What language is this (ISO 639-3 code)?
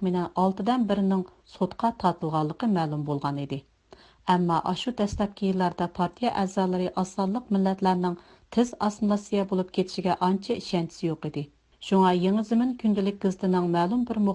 uig